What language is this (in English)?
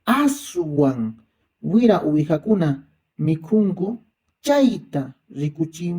Quechua